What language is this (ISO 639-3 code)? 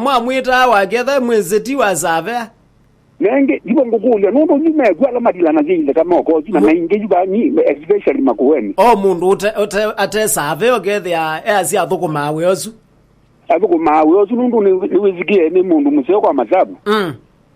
kam